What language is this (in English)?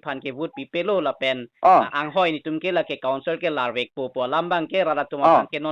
Karbi